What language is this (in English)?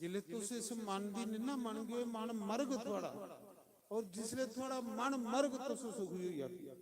Dogri